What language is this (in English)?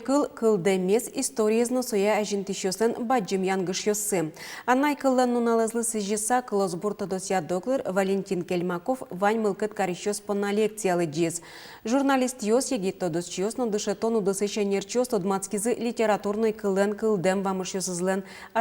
Udmurt